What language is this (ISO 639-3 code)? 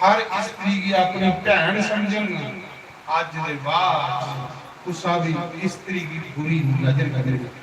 doi